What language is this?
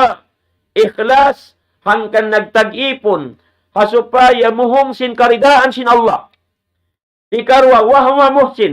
Tausug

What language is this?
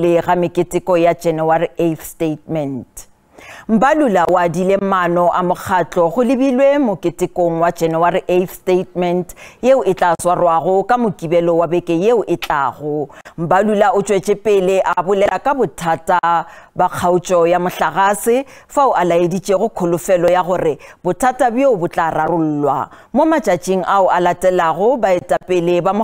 Northern Sotho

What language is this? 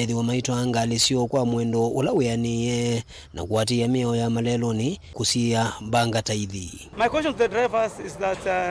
Kamba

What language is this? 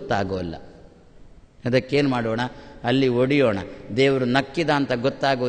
Kannada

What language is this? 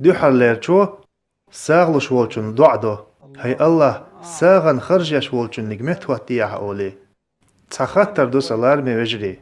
Chechen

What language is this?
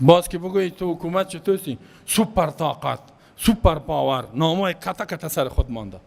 Persian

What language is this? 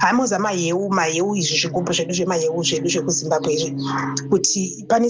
Shona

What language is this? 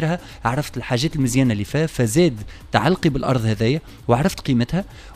Tunisian Arabic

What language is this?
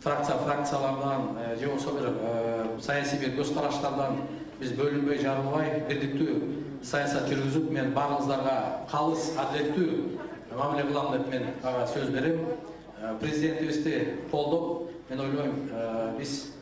Kyrgyz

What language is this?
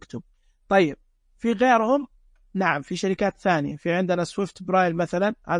Najdi Arabic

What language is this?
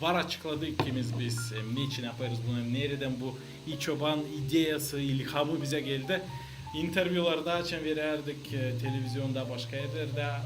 Gagauz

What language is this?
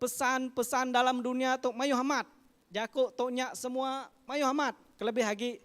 Iban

